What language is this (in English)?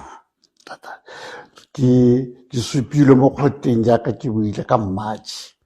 Tswana